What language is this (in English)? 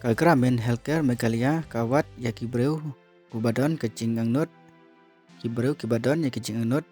Khasi